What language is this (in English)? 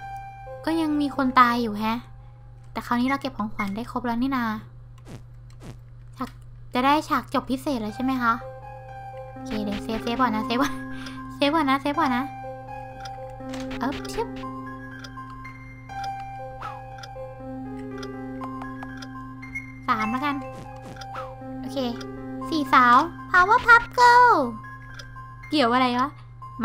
Thai